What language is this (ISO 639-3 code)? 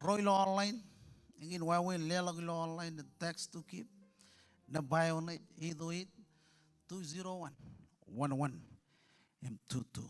mah